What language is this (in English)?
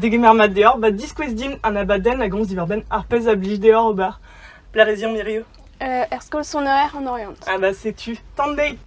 Breton